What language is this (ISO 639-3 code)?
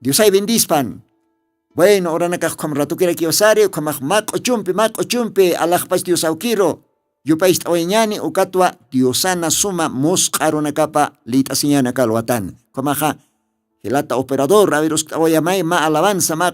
aym